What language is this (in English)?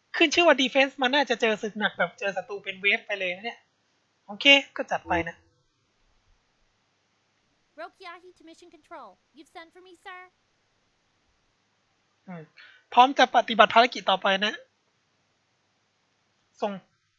Thai